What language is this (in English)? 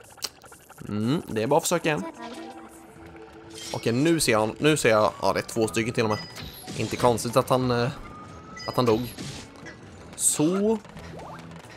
Swedish